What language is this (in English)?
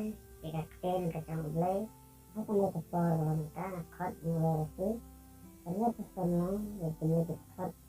Khasi